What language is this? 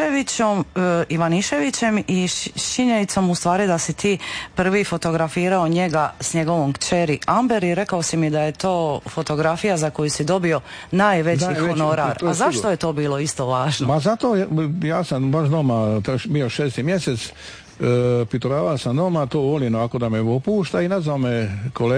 Croatian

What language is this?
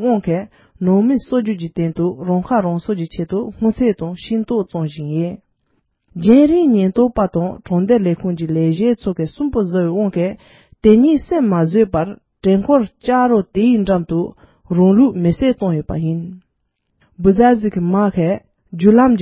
Tibetan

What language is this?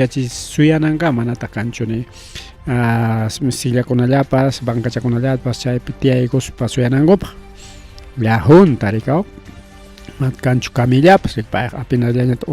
Ayacucho Quechua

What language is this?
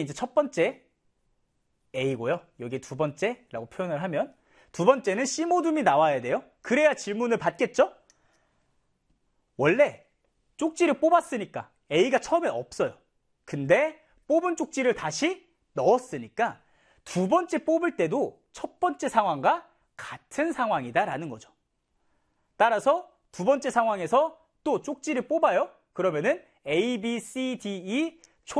Korean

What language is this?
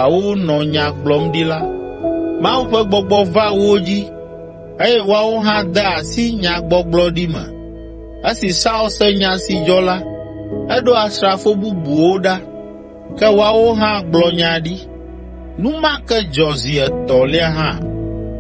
Ewe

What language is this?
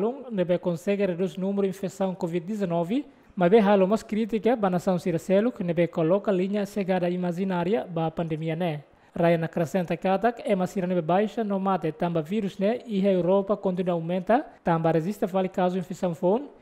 Tetum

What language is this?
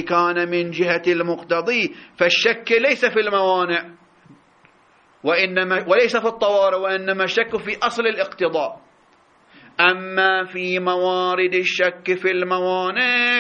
Arabic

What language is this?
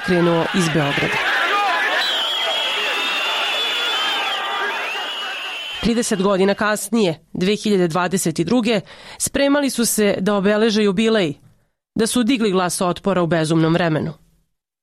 Serbian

